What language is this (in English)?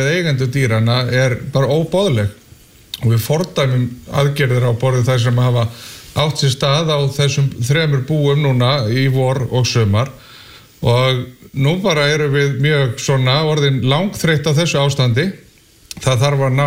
Icelandic